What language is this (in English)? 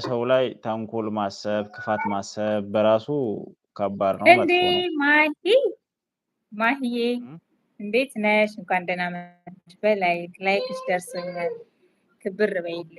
Amharic